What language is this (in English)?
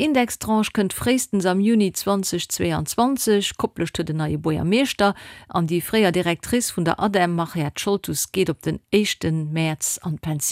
Luxembourgish